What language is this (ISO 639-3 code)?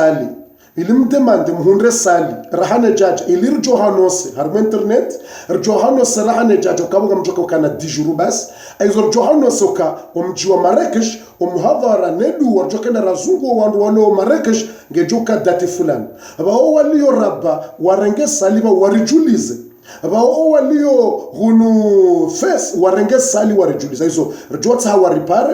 zdj